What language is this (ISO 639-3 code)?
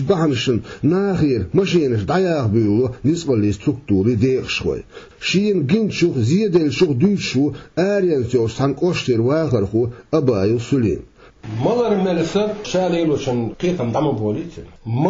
che